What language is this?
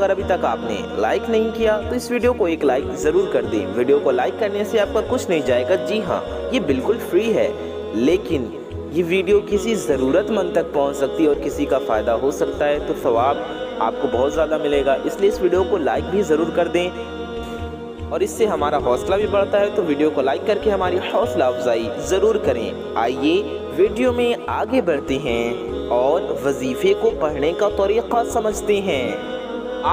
Urdu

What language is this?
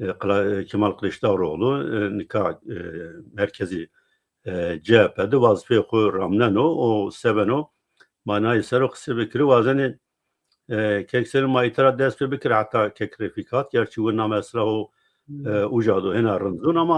Zaza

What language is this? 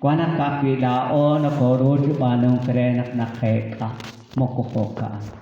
Kekchí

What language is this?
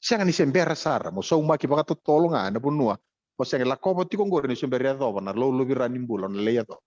Fijian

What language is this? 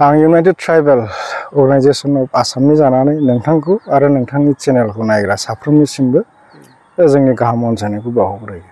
Bodo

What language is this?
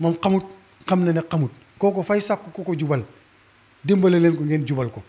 Wolof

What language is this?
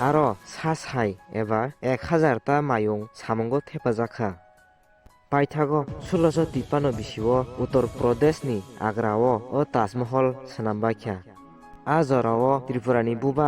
Kok Borok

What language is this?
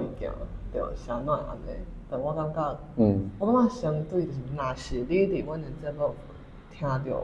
Min Nan Chinese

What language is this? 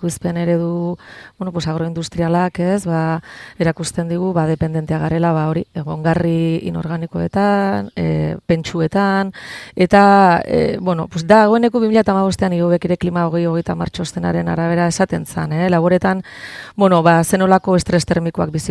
Basque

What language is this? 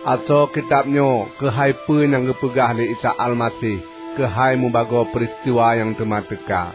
Achinese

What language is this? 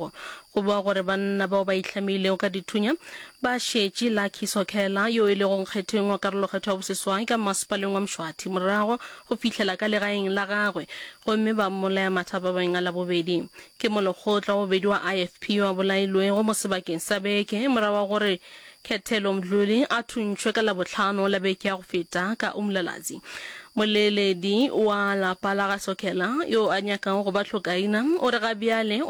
Northern Sotho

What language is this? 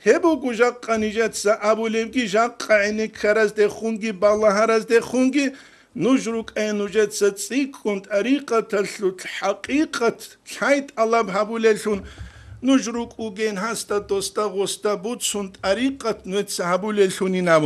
Avaric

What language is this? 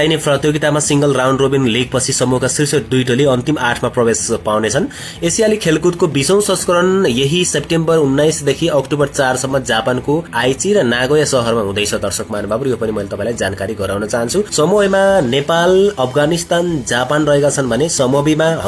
Nepali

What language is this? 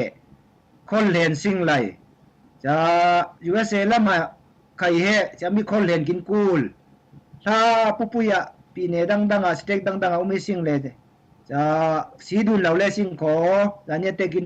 Falam Chin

